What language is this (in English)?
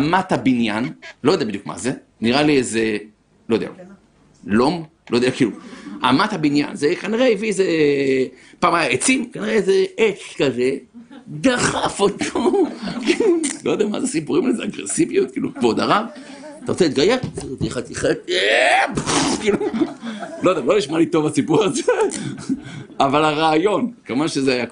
Hebrew